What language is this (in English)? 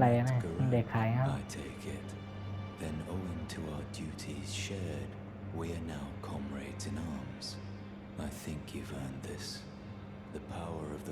Shan